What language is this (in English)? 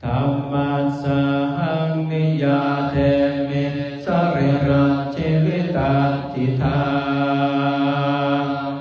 Pali